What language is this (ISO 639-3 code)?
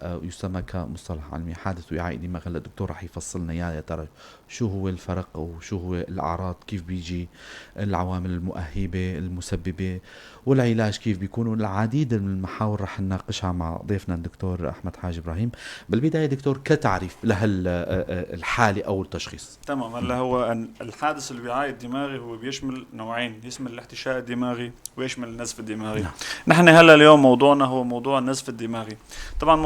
apc